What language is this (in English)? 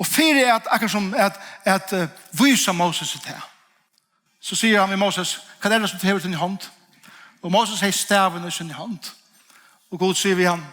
Faroese